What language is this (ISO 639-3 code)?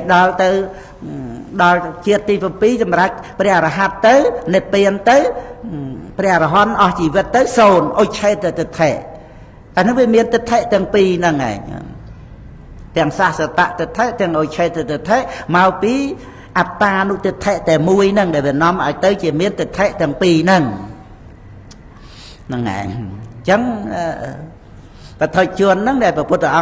khm